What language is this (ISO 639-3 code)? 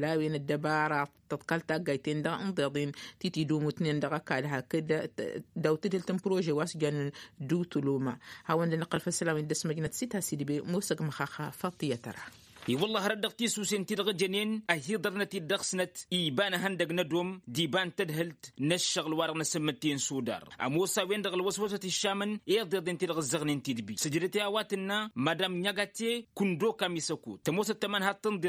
taq